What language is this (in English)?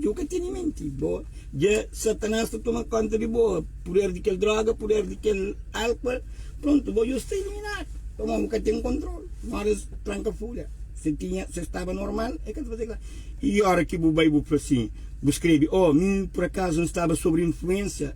Kabuverdianu